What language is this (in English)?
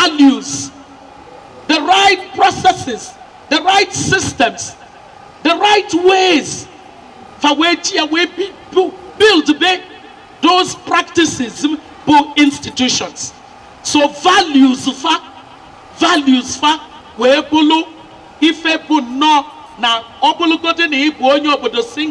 Igbo